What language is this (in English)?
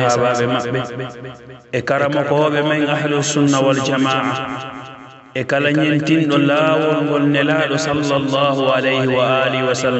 Pular